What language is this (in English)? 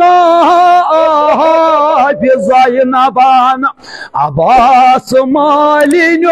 Kashmiri